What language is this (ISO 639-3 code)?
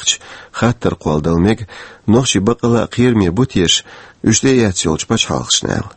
che